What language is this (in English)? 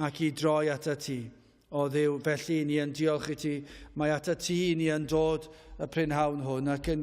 Welsh